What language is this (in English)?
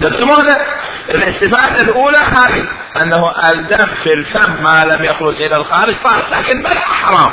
Mesopotamian Arabic